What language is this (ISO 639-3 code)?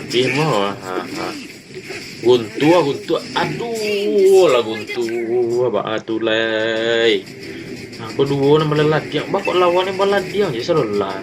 min